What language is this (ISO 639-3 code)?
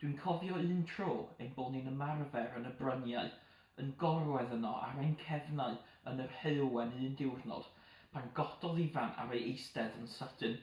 cym